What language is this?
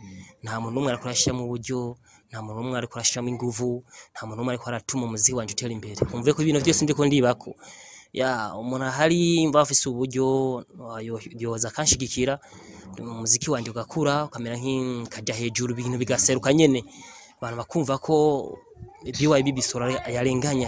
Rundi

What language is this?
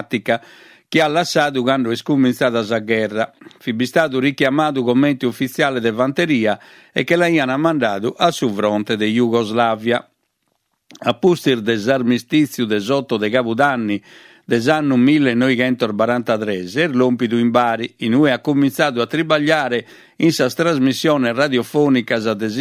Sardinian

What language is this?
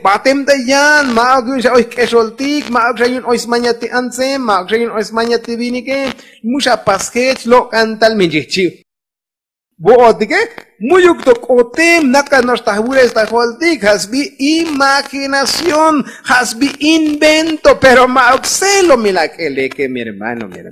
Tzotzil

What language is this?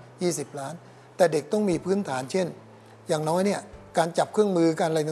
Thai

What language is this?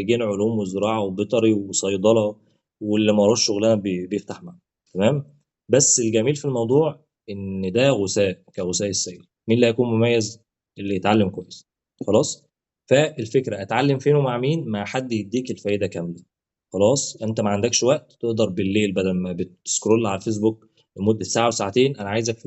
Egyptian Arabic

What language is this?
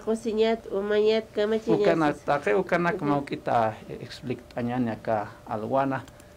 Aymara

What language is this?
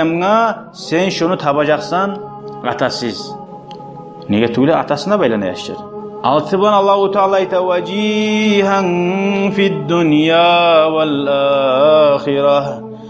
Kumyk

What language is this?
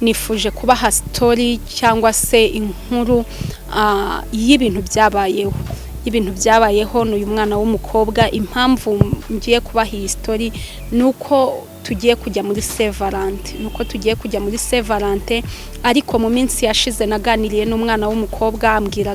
Kinyarwanda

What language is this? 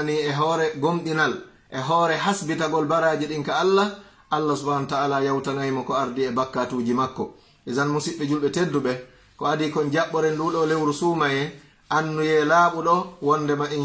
Fula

